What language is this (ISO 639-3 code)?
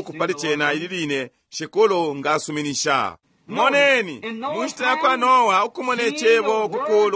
bem